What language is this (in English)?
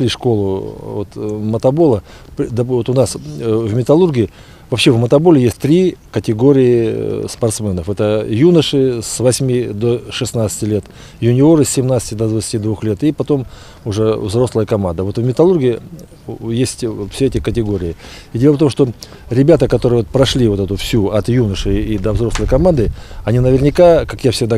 Russian